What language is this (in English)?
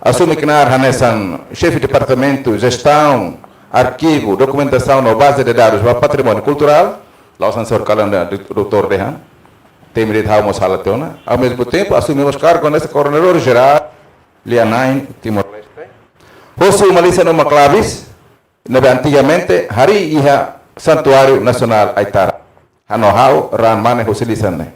Tetum